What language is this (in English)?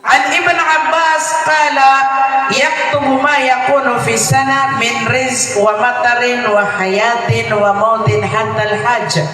Maranao